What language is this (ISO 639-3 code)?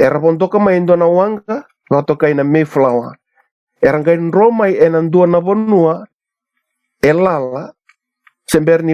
fij